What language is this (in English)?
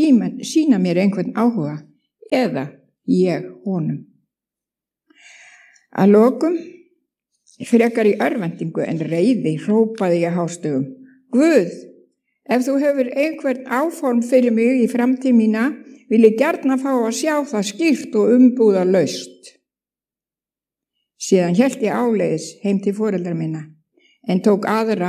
Icelandic